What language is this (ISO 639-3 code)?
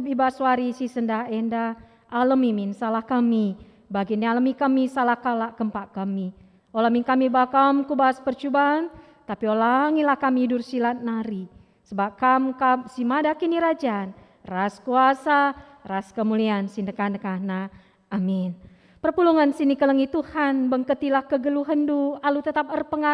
btx